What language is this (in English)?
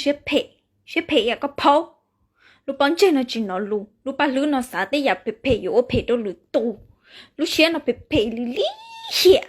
Hmong